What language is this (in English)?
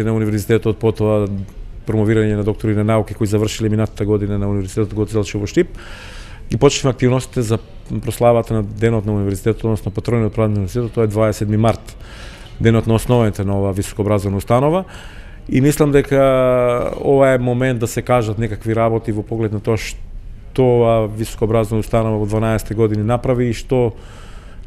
Macedonian